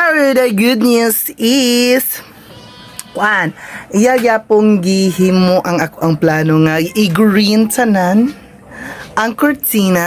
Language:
Cebuano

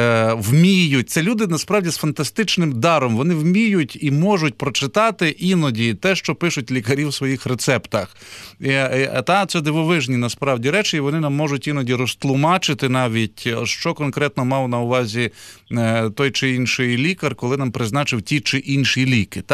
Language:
Ukrainian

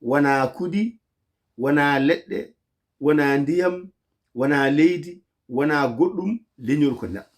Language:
Fula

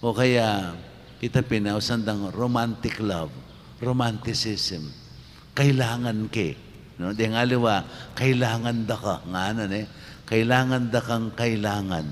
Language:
Pampanga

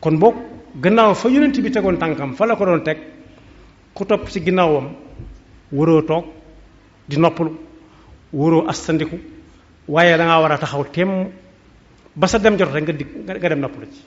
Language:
Wolof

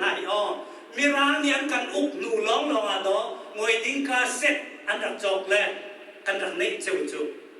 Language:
Hakha Chin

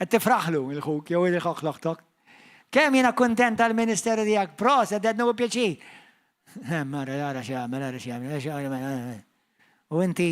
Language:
Maltese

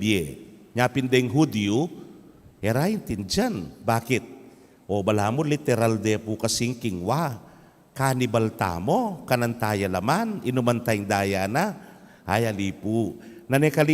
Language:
Pampanga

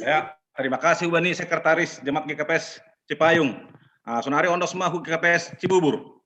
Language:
Batak Simalungun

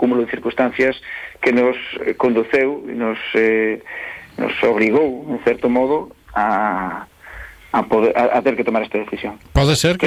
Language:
Galician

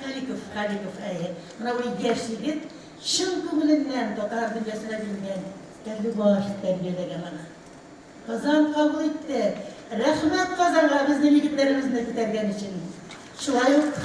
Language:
Tatar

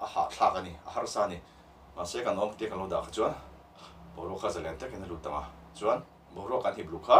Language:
Mizo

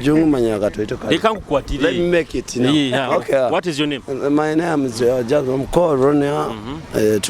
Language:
Nyoro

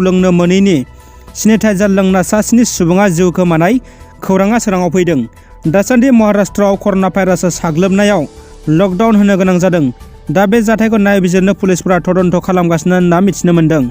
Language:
Bodo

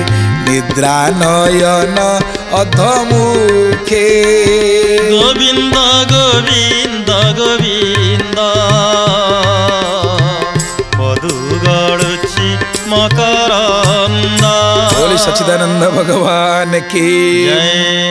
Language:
Odia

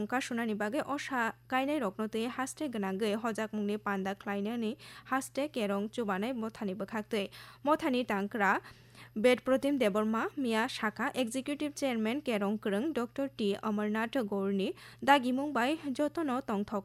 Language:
Kok Borok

